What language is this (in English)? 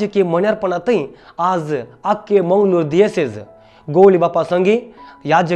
Konkani